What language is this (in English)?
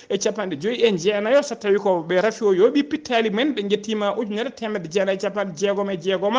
Fula